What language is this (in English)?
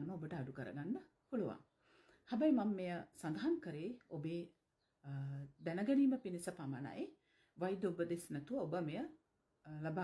Sinhala